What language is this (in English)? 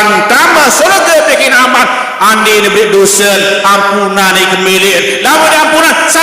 Sasak